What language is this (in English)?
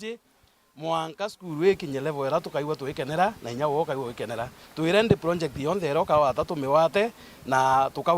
Meru